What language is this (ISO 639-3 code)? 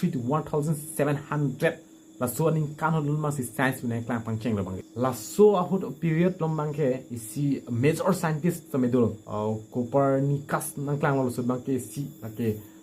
mjw